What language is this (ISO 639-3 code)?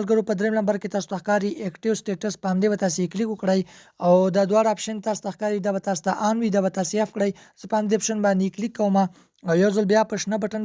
pus